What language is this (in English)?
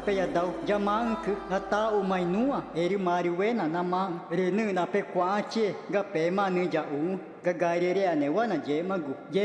Ticuna